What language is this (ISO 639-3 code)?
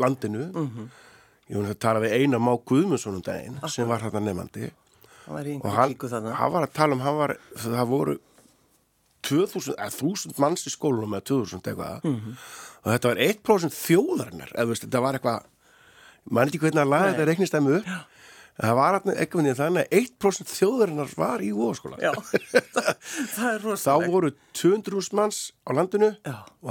isl